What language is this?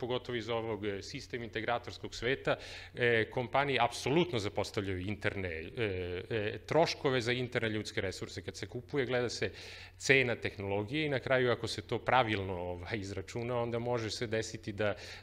Serbian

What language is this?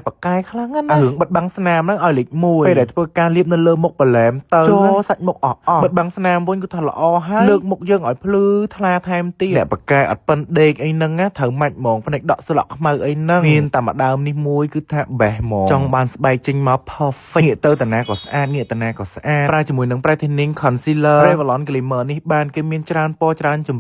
Khmer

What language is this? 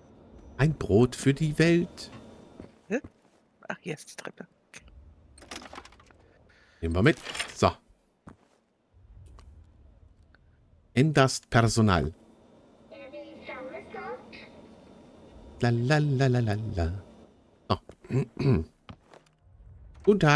German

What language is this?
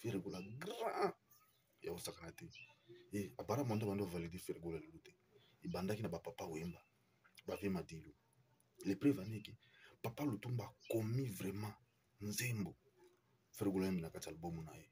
Lingala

